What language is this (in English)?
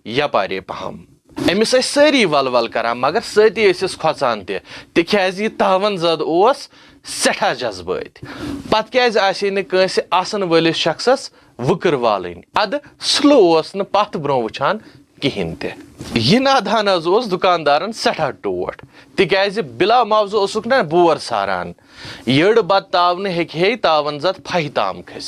Kashmiri